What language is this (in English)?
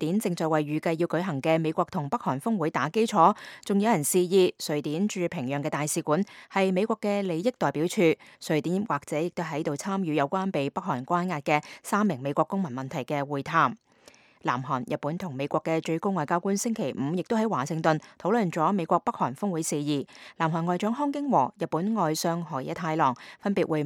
Cantonese